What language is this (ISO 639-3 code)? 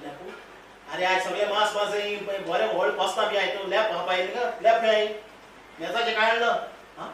kok